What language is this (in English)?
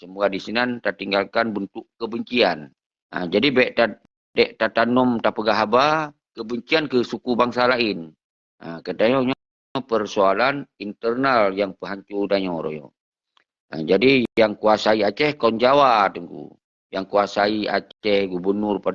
Achinese